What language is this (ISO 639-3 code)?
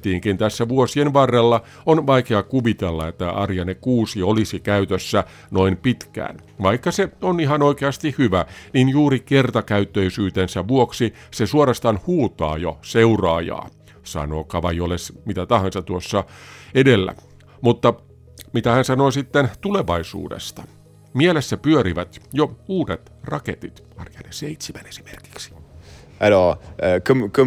fin